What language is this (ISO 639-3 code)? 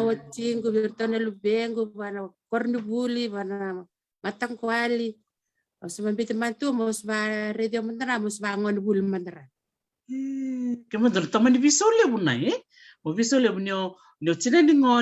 fij